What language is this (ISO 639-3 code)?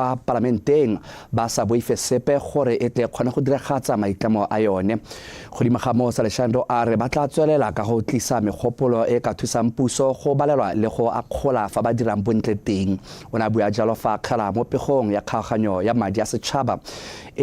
tsn